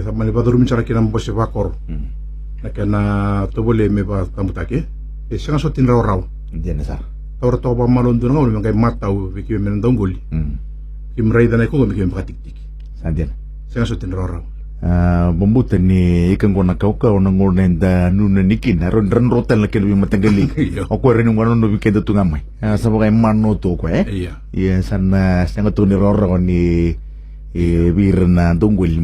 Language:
Fijian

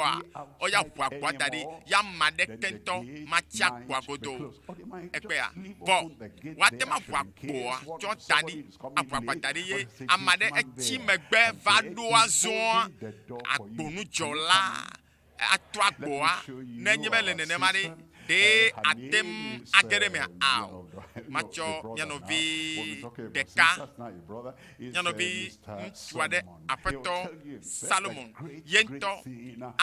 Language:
Ewe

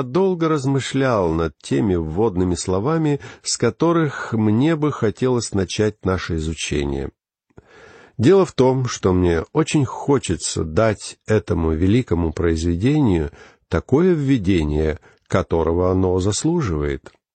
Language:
Russian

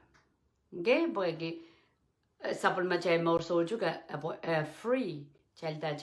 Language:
Pohnpeian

